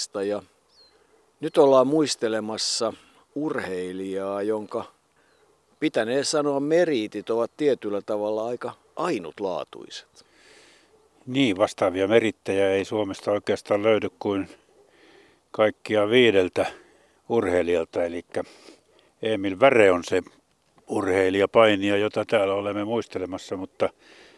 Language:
Finnish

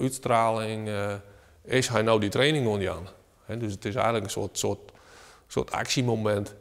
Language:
Western Frisian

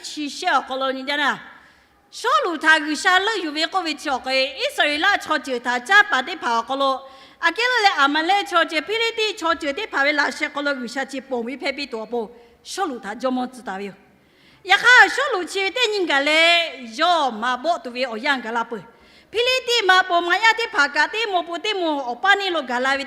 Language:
Lahu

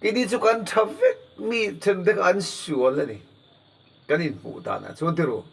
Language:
Mizo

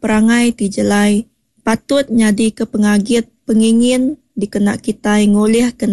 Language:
Iban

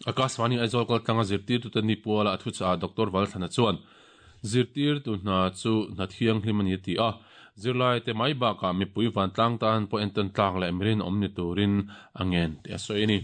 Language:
Mizo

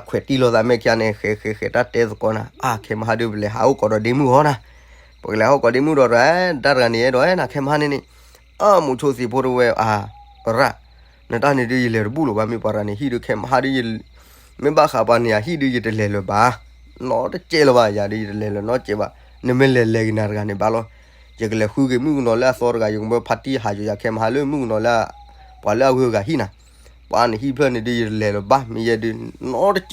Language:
S'gaw Karen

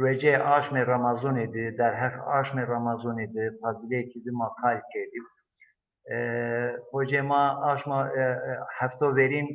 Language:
Zaza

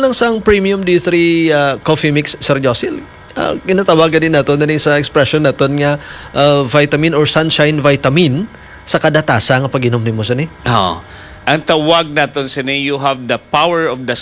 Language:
Hiligaynon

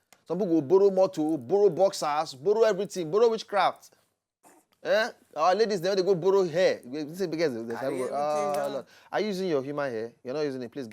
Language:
Nigerian Pidgin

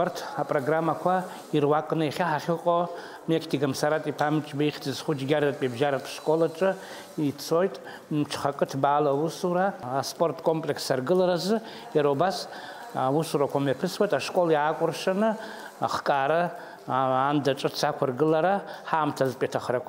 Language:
Abkhazian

